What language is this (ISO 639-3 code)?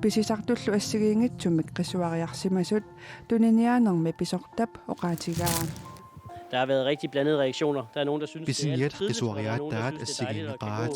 kal